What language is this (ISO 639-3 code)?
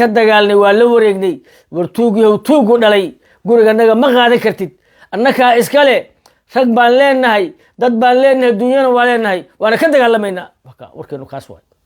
som